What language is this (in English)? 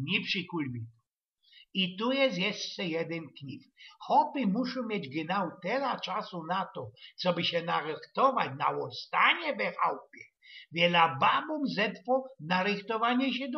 Silesian